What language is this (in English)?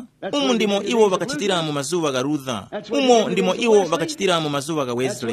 Tumbuka